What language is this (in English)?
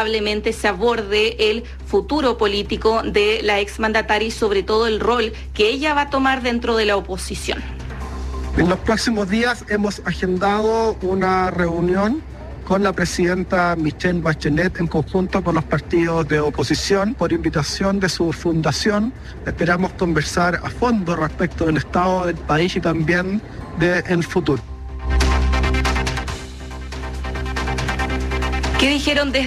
Spanish